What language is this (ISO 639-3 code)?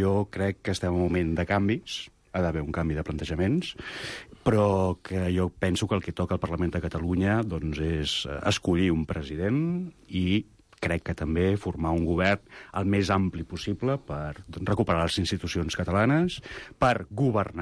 cat